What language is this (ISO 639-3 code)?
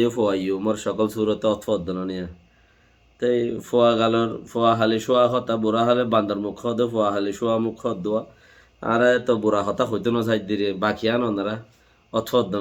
rhg